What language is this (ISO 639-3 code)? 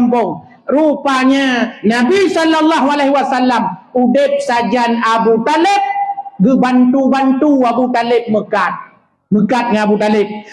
ace